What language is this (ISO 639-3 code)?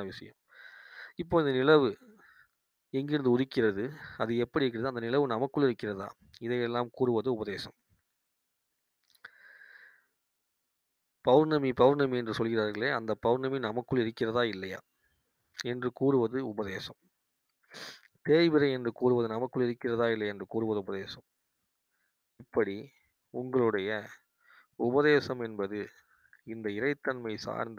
tam